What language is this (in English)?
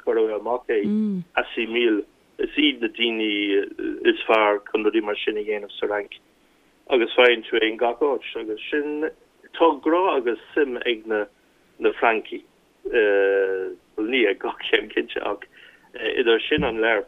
Irish